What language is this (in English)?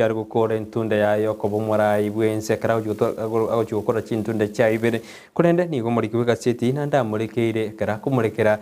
Gusii